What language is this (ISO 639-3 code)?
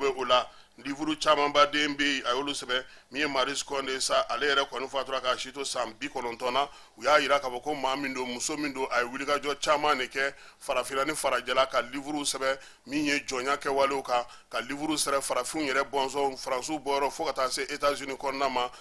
bam